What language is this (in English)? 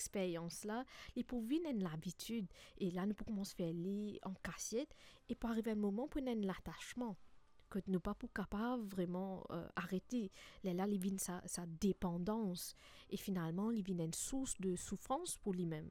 Morisyen